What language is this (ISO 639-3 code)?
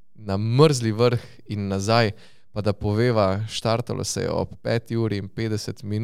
slv